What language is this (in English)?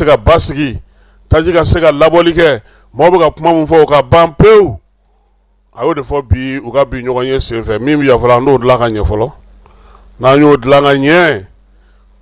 Bambara